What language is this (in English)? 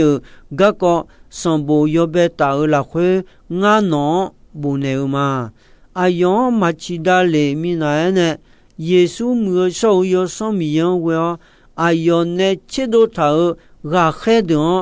Akha